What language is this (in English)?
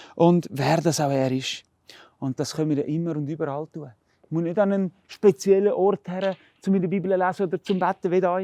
Swiss German